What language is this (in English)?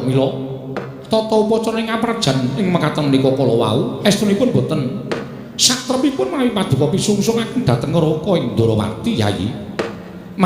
Javanese